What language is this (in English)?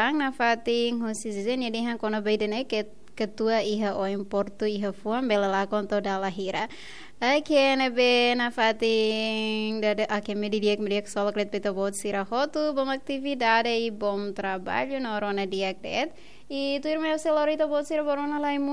Tetum